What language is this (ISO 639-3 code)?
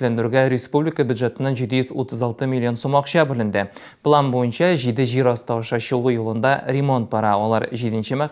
tat